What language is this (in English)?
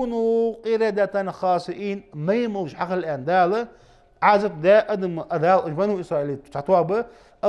Ingush